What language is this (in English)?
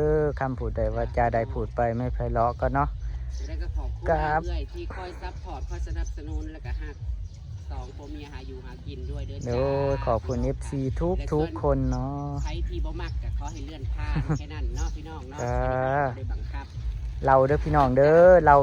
Northeastern Thai